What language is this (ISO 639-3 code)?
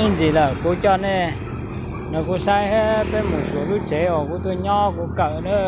hmn